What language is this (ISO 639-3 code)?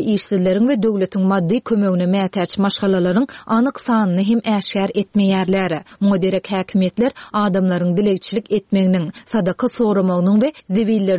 tuk